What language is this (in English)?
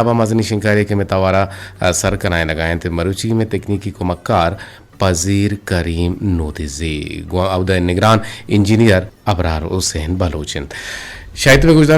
Eastern Balochi